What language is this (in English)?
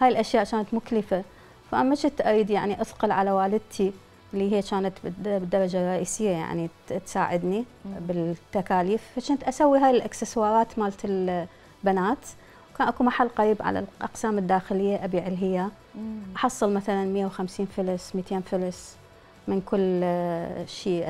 Mesopotamian Arabic